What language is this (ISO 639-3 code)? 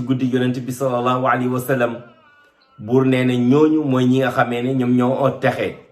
wol